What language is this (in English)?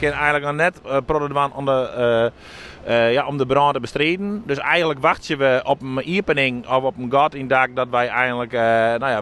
Western Frisian